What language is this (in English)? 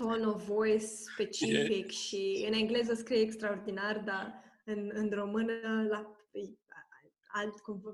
Romanian